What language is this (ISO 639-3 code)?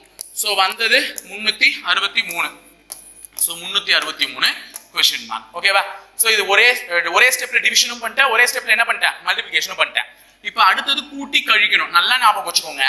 tam